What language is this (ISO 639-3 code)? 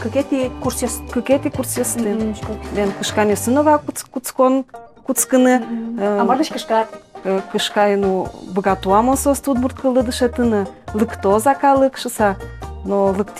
udm